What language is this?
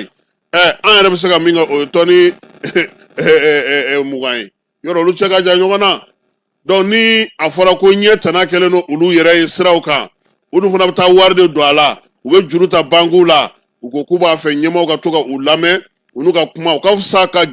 Bambara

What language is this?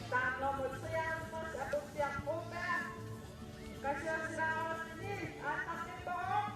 Kalaallisut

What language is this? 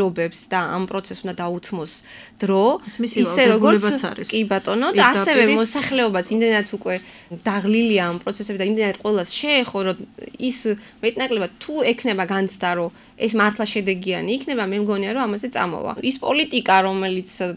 Georgian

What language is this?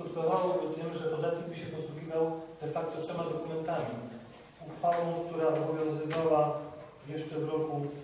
Polish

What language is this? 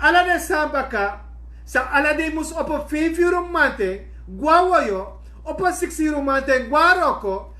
Sranan Tongo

